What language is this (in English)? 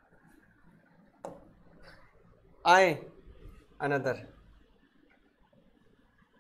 Hindi